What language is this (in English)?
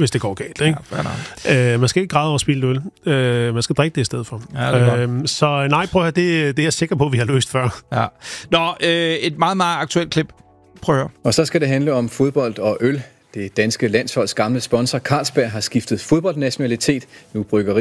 Danish